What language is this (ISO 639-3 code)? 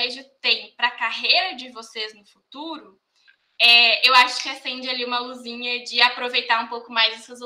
por